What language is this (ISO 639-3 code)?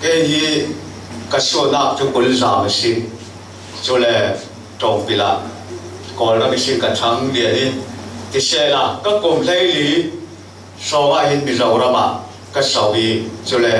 cfm